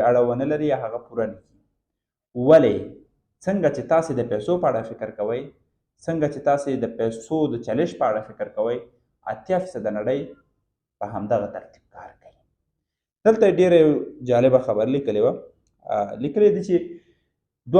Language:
Pashto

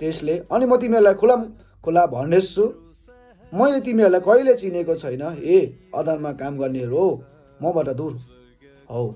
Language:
Nepali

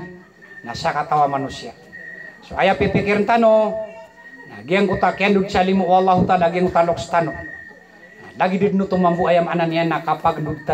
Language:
Maranao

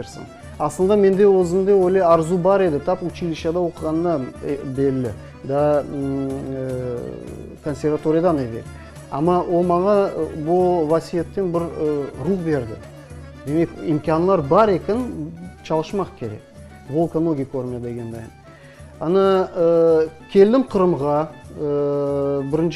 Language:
Crimean Tatar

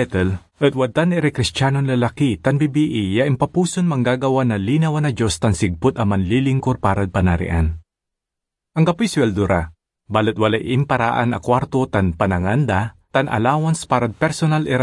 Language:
Pangasinan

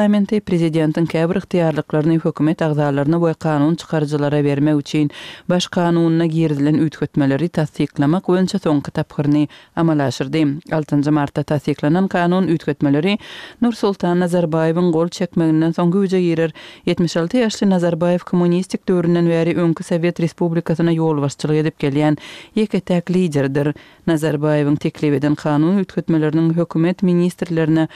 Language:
Kyrgyz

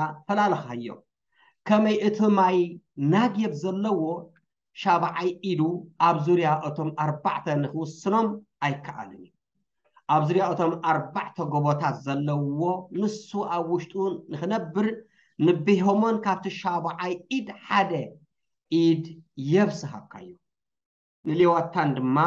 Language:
Tigrinya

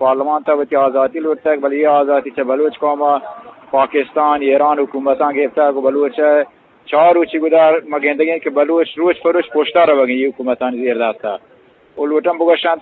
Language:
Eastern Balochi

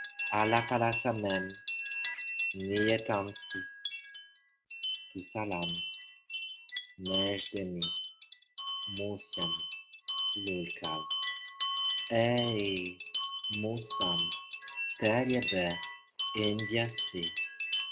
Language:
French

